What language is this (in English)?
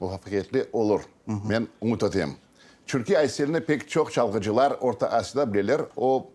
Crimean Tatar